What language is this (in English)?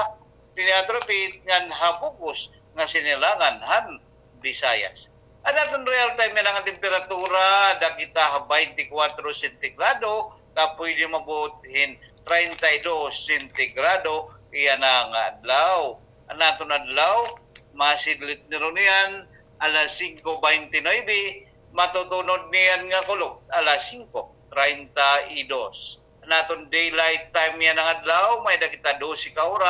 Waray